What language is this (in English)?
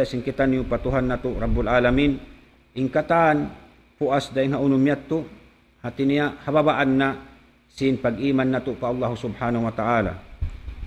Tausug